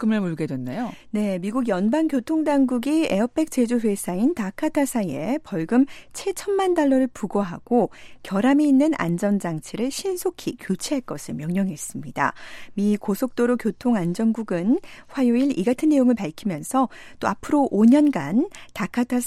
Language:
Korean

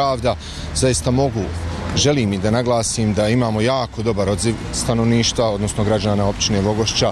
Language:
Bosnian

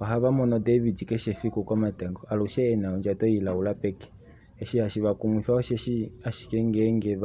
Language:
Kuanyama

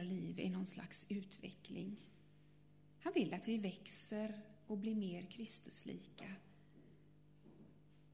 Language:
Swedish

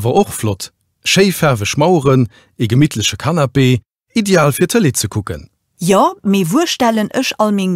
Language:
Luxembourgish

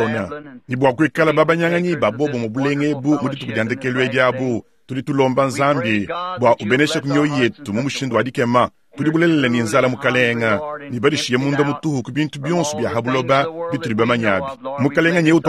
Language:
Luba-Lulua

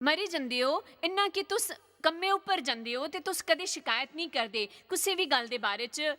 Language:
Dogri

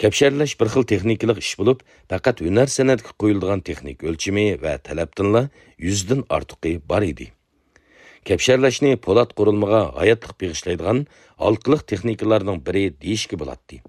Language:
Uyghur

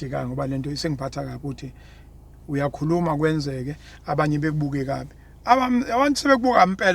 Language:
Zulu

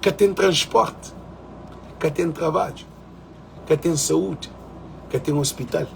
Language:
Kabuverdianu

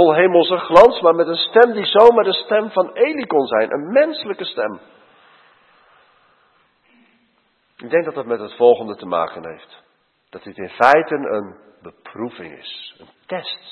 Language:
Dutch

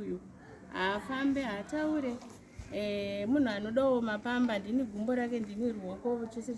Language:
Shona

